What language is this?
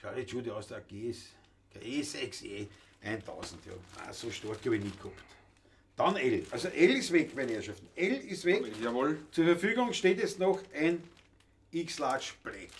Bavarian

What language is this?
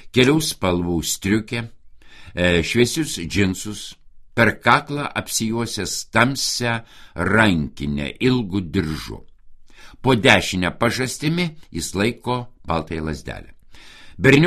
Lithuanian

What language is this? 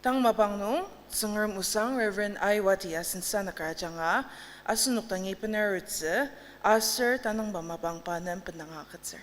Ao Naga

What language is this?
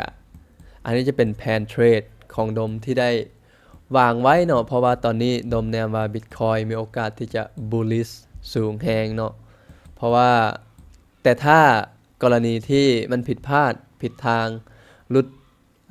Lao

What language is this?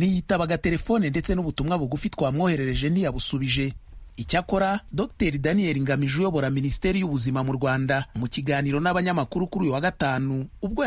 Kinyarwanda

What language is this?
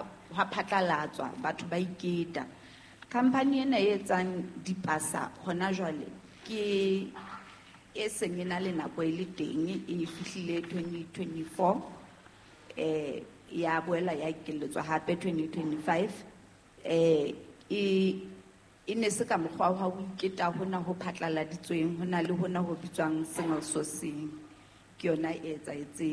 Southern Sotho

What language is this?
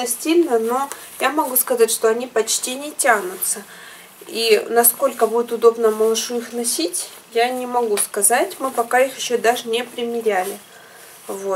Russian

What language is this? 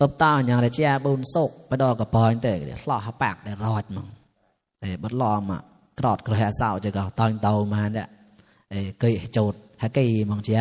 Mon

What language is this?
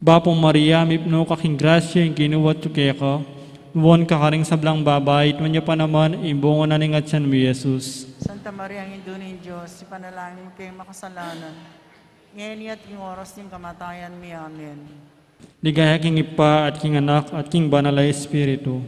Pampanga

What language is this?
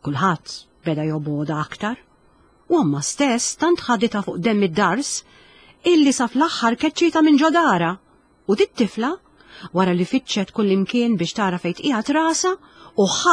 Maltese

